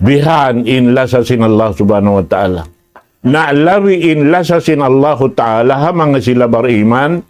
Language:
Tausug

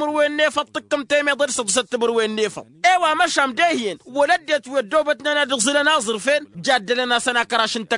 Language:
Tamasheq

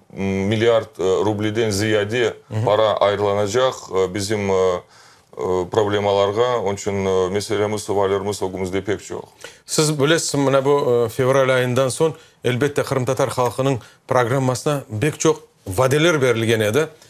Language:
Crimean Tatar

